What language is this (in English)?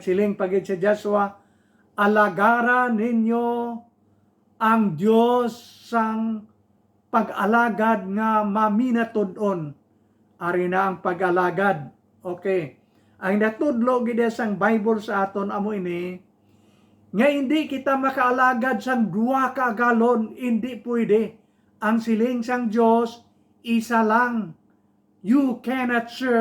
Hiligaynon